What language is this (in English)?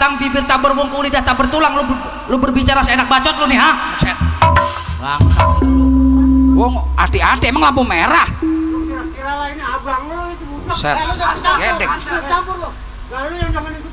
Betawi